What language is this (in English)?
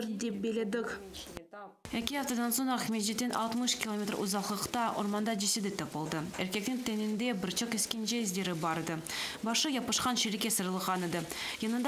Crimean Tatar